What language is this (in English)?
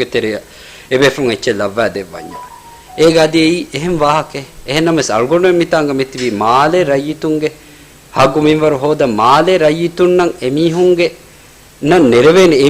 Divehi